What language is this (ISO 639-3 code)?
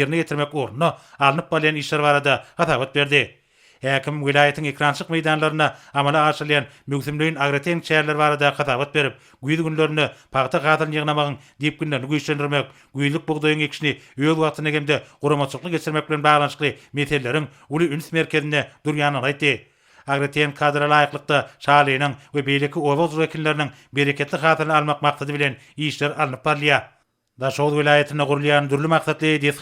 tuk